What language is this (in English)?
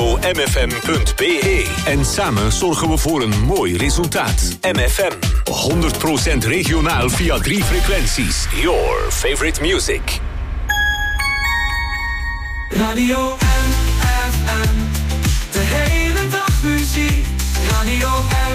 Dutch